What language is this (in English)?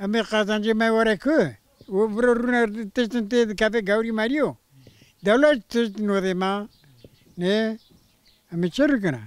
Kurdish